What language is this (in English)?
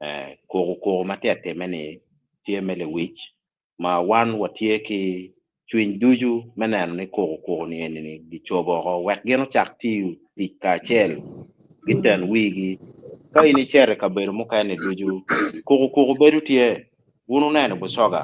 Acoli